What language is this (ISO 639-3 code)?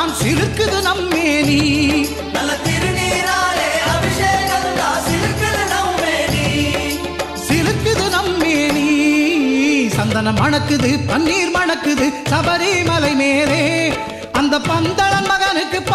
tam